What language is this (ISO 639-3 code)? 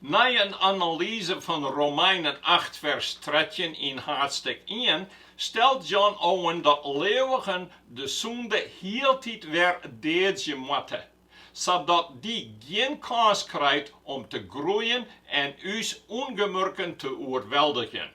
fry